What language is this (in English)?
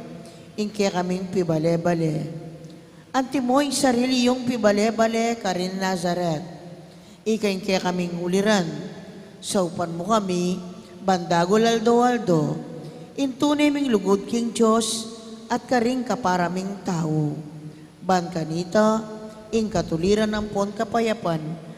Pampanga